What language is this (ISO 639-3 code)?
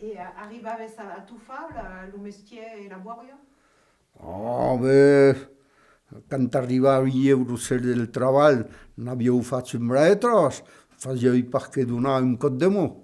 oci